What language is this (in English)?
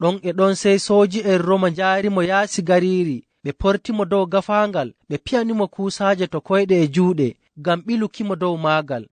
Fula